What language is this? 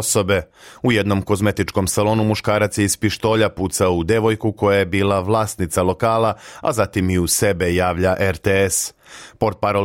Serbian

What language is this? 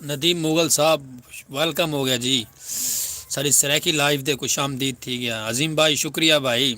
Saraiki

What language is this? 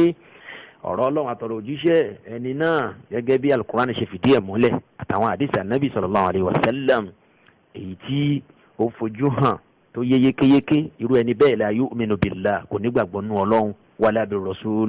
Yoruba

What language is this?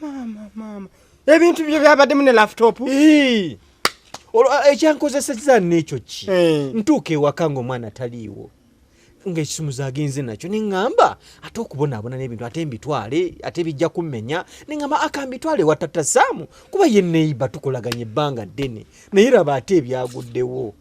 Ganda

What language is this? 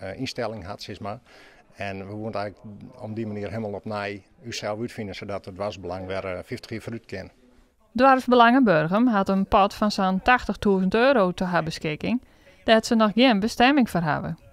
Western Frisian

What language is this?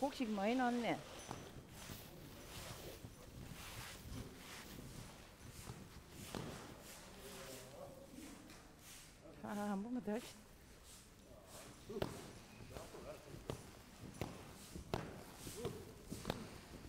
Korean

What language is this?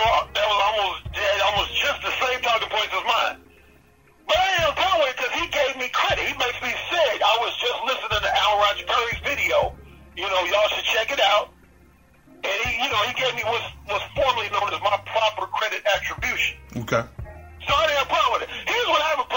English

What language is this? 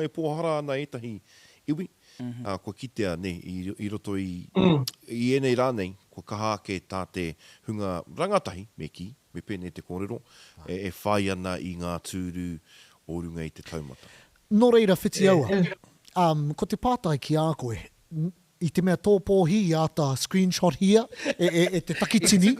Māori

